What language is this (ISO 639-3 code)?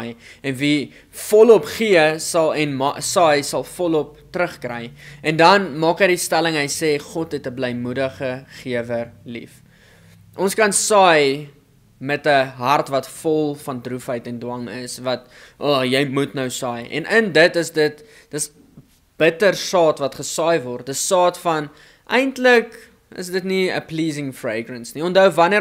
afr